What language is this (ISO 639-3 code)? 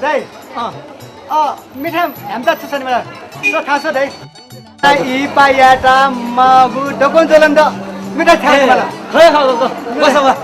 new